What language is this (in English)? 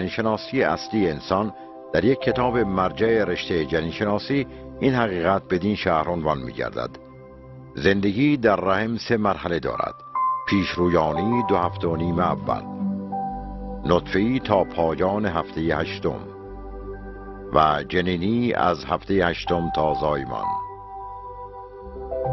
Persian